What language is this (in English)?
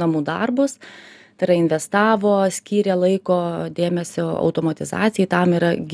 Lithuanian